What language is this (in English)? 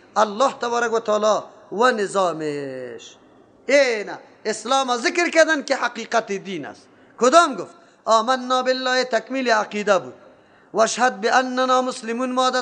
Persian